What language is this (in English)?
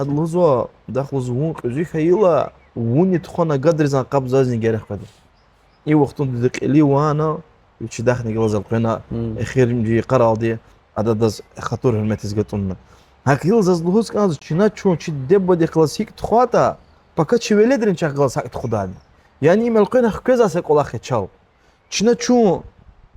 Lezghian